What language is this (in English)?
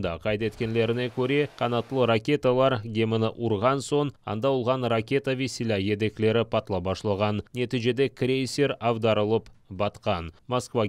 Crimean Tatar